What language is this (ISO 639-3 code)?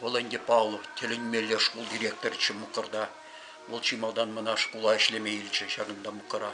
chv